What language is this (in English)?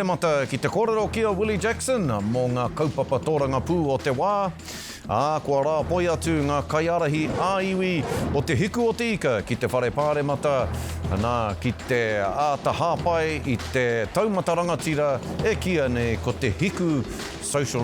Māori